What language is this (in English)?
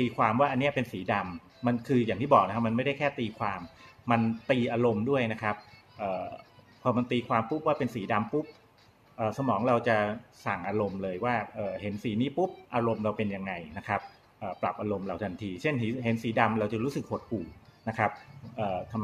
Thai